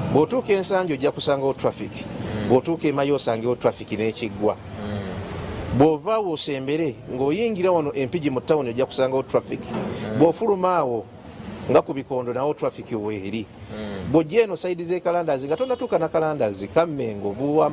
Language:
Ganda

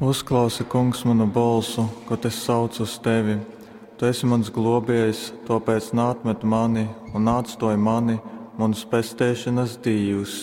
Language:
Latgalian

